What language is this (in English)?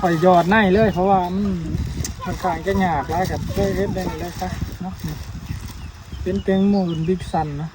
Lao